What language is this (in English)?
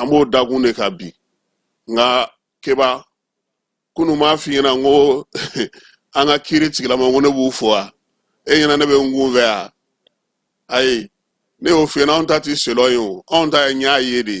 Bambara